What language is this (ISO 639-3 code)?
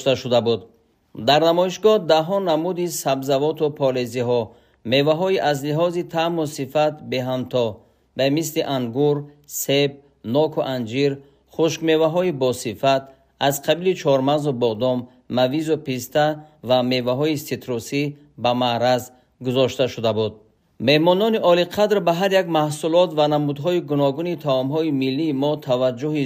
tgk